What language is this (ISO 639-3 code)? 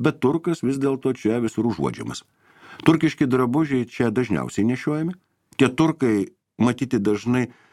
lit